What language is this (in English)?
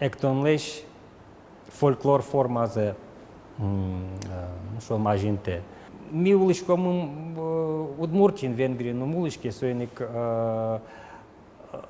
Udmurt